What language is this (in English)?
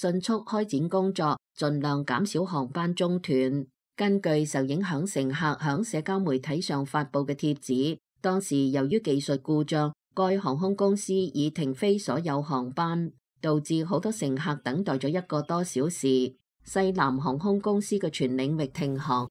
Cantonese